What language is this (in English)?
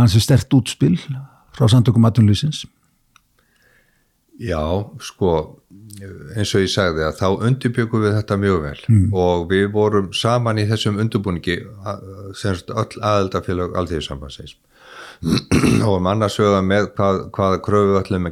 Icelandic